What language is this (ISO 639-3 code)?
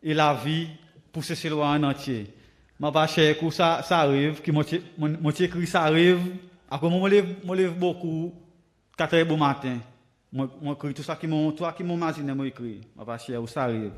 crs